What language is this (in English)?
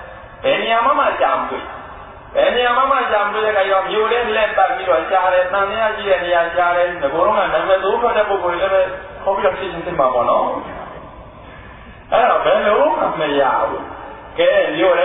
Burmese